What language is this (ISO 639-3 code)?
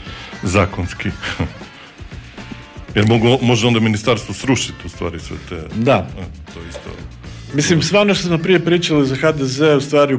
hrv